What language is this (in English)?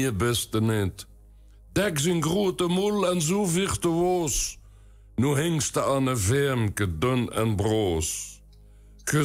Limburgish